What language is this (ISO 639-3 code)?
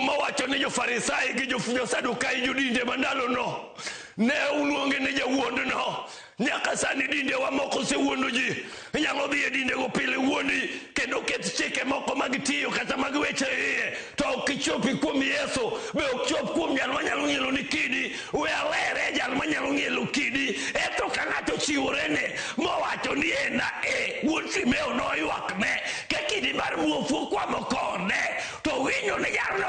luo